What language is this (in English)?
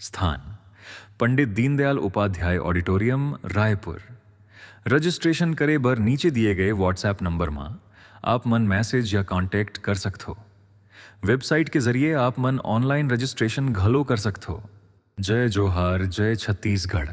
Chhattisgarhi